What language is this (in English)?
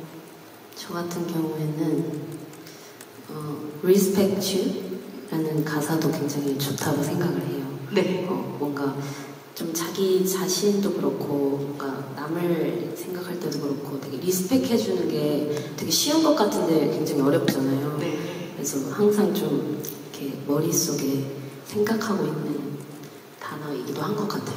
Korean